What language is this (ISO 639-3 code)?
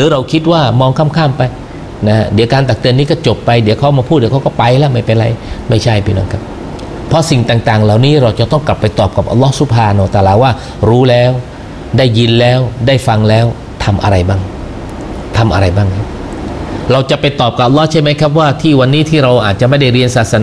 tha